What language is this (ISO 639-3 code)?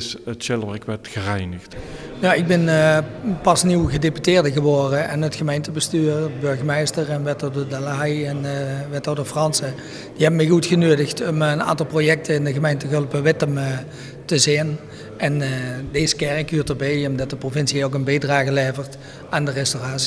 lim